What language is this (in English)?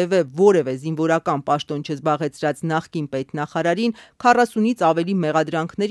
Armenian